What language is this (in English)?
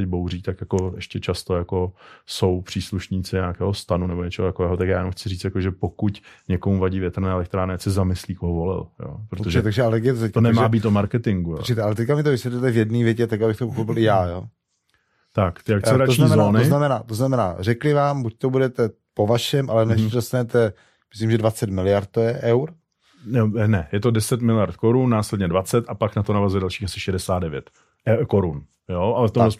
Czech